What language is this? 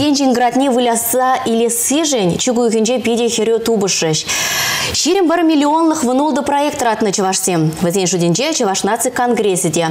Chuvash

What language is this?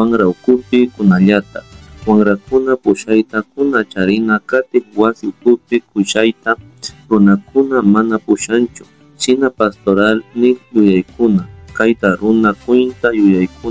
Chimborazo Highland Quichua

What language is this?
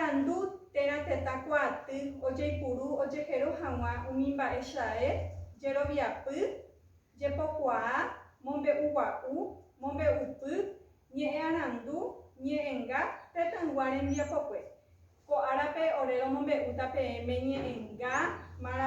Guarani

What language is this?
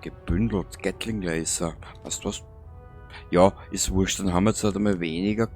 Bavarian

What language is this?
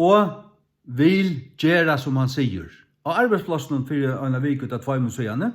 Faroese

